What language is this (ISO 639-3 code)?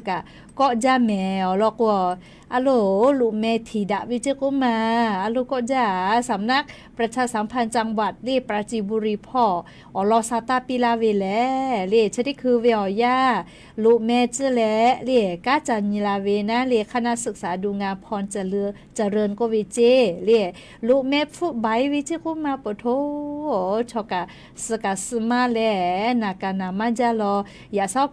lhu